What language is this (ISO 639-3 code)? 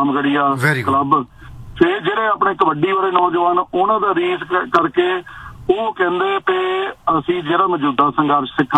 pan